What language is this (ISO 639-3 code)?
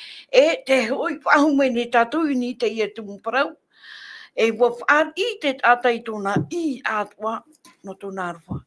tah